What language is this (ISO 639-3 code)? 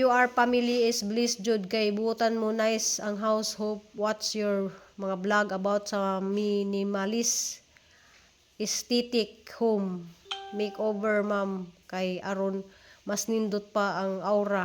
ceb